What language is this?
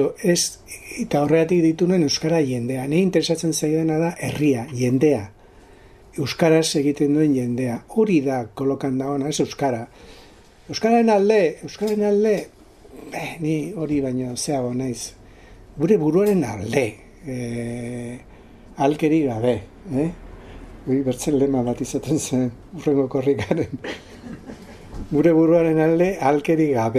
Basque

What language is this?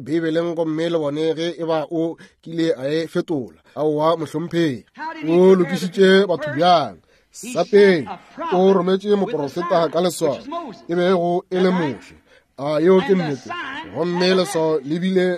Northern Sotho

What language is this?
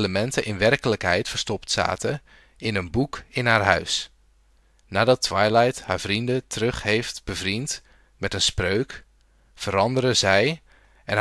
Dutch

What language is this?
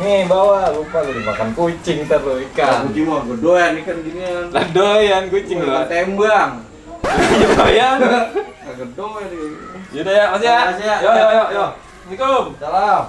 Betawi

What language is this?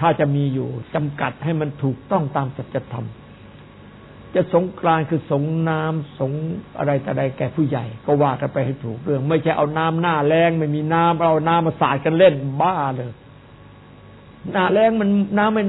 Thai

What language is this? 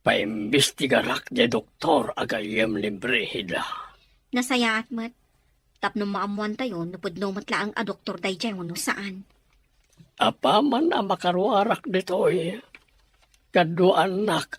Iloko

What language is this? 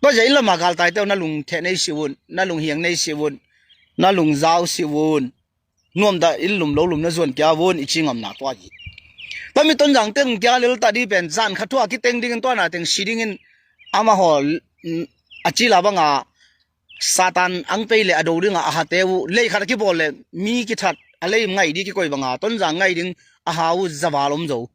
Tedim Chin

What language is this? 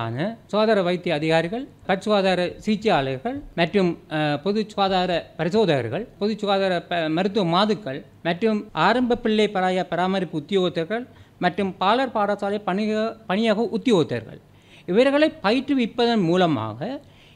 Tamil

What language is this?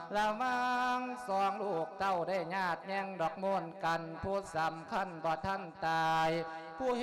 Lao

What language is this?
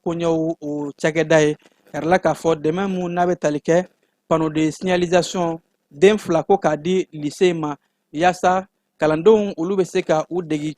Bambara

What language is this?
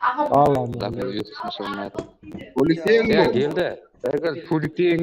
Kara-Kalpak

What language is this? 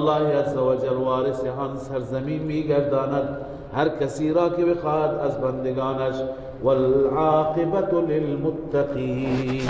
Persian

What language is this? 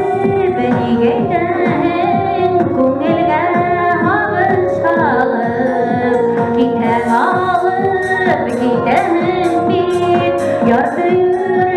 Bashkir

